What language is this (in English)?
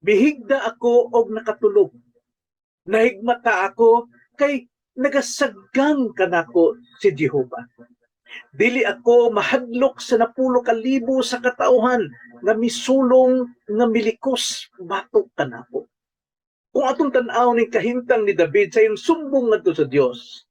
Cebuano